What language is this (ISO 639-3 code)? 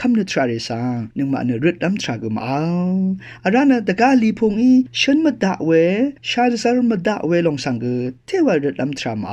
raw